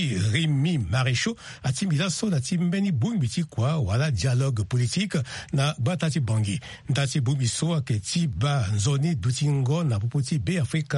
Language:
Sango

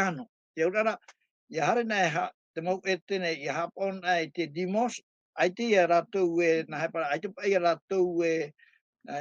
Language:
Tahitian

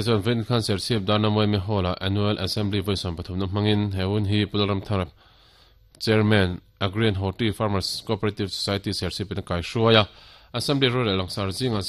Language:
Mizo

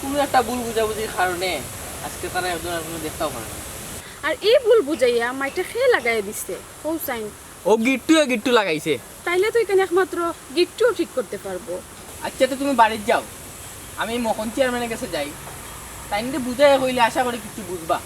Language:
Sylheti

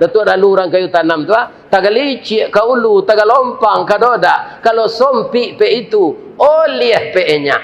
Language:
Minangkabau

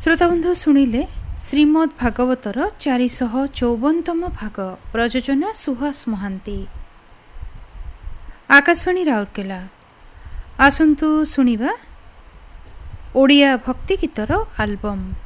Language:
Odia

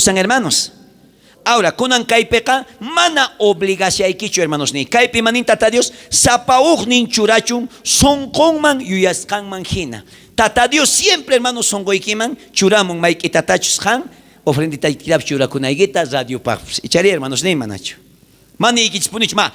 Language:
South Bolivian Quechua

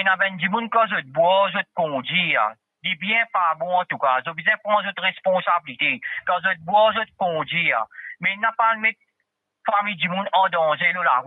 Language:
Morisyen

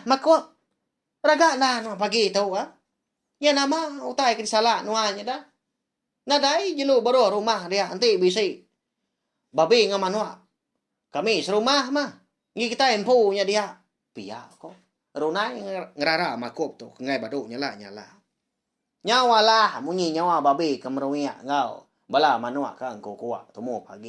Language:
Iban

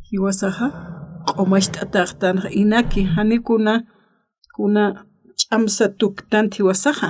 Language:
Aymara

